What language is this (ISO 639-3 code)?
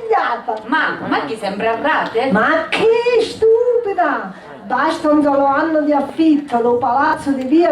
scn